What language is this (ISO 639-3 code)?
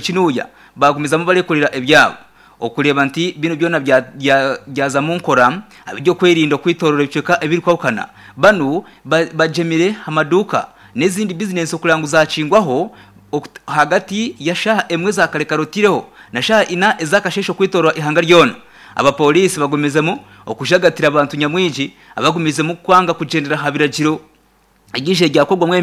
nyn